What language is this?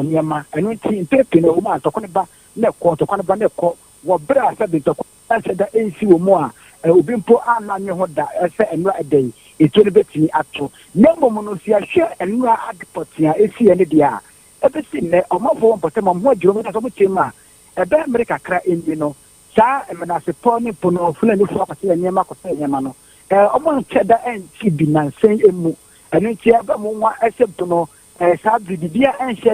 Akan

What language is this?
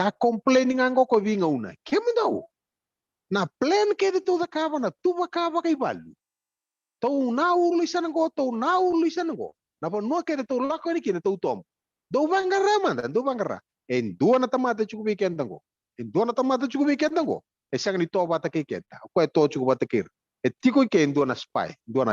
Fijian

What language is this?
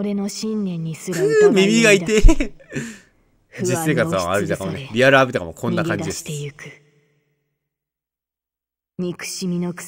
Japanese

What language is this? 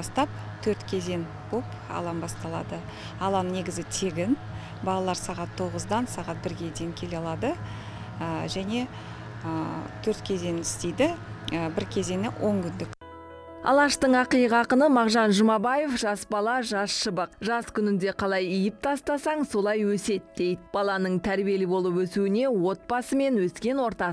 Kazakh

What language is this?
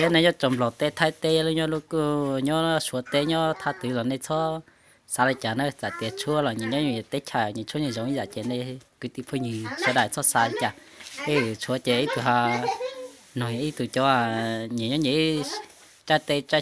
Hmong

